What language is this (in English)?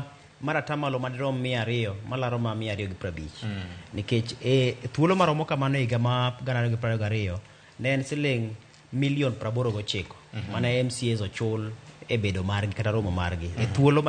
Luo (Kenya and Tanzania)